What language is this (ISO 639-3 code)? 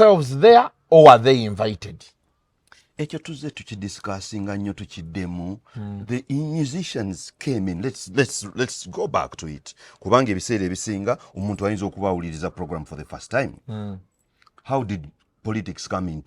lug